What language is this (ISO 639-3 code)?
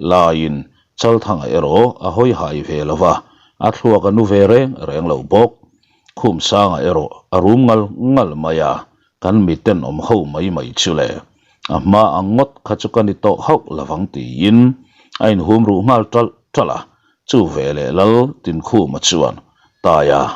lus